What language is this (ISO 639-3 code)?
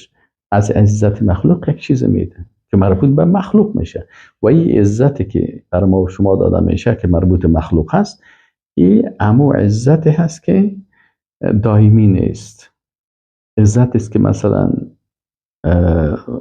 fas